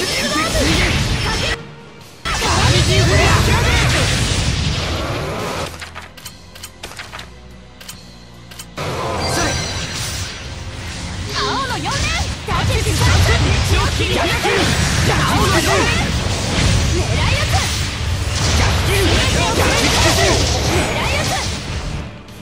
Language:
Japanese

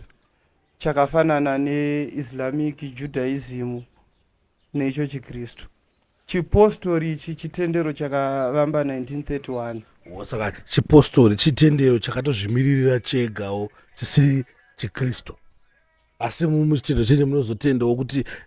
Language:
Shona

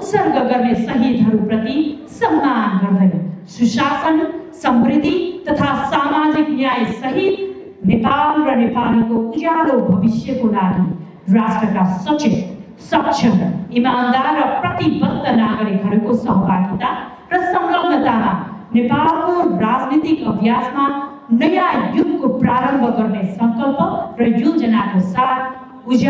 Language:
Nepali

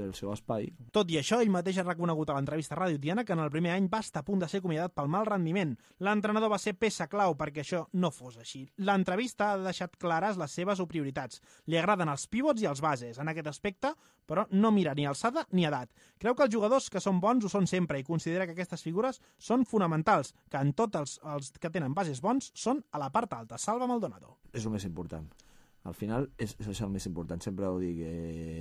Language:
Catalan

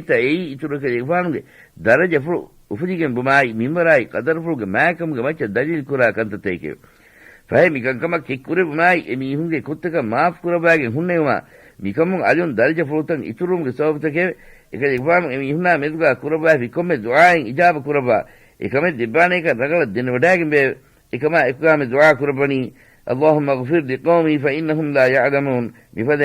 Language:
Divehi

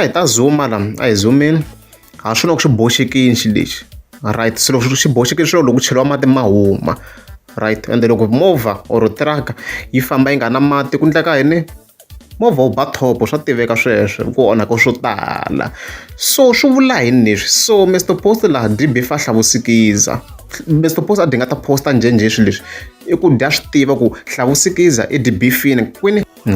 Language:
Tsonga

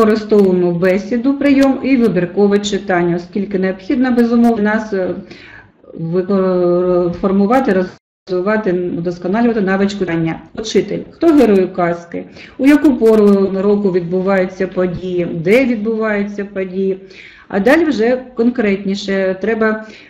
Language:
Ukrainian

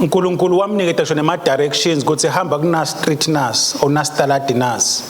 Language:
Swati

